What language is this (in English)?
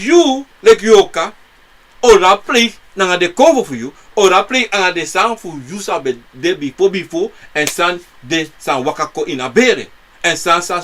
Sranan Tongo